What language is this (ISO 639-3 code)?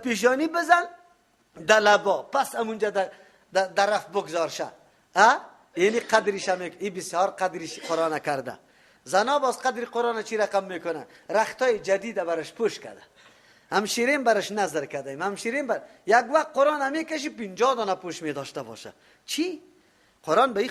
fas